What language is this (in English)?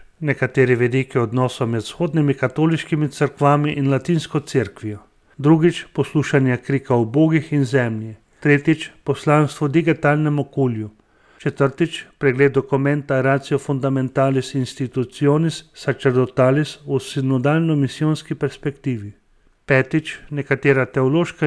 Slovenian